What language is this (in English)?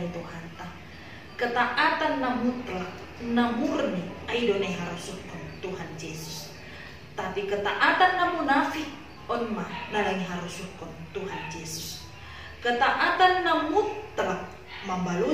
Batak Simalungun